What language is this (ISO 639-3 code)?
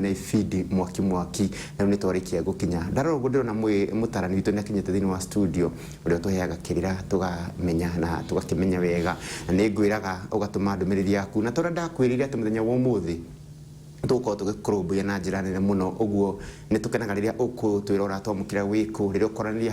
kik